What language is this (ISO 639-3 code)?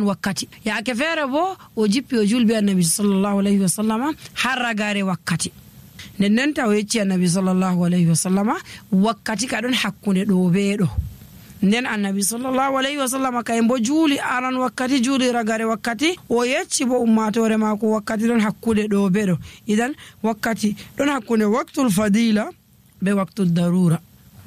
fuv